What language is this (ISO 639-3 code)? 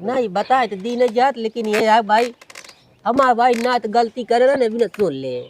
awa